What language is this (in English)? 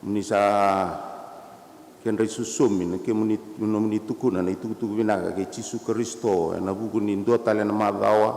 Fijian